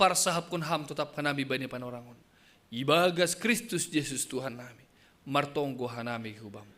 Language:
Batak Simalungun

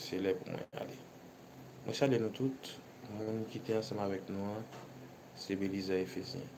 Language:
Haitian Creole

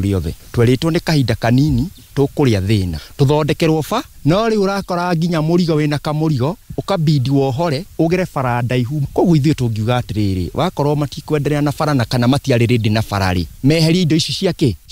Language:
Kikuyu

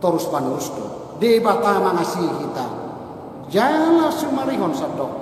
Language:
Batak Toba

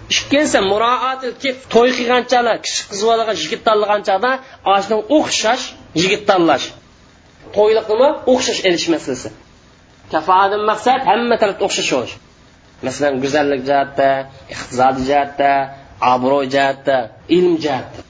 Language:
Uyghur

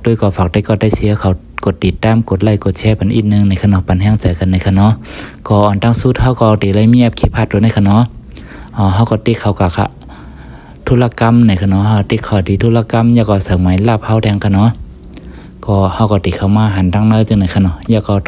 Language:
Shan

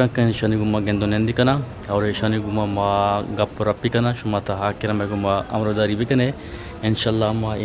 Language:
Eastern Balochi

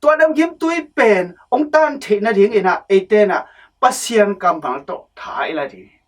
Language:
Tedim Chin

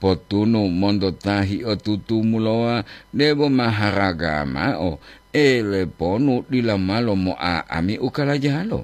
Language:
Gorontalo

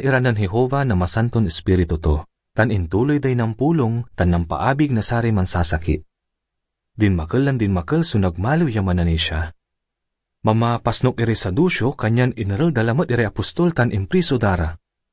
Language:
Pangasinan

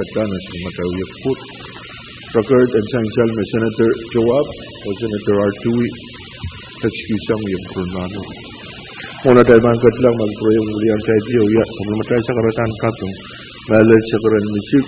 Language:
Pohnpeian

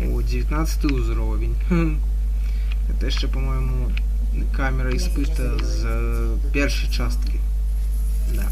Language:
Belarusian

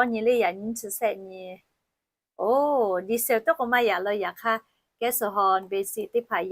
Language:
Lahu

